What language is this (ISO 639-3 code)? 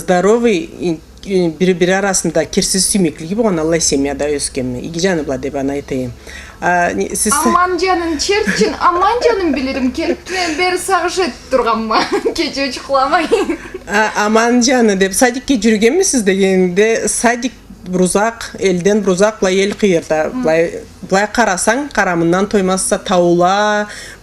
krc